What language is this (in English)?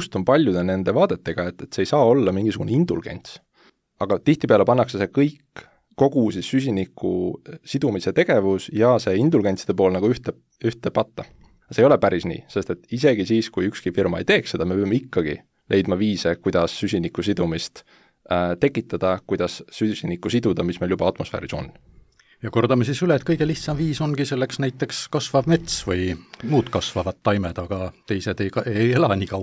Estonian